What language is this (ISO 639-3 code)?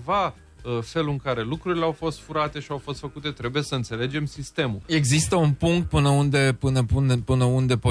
ron